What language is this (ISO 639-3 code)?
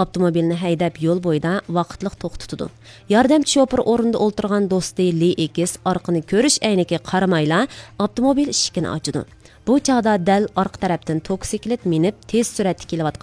uig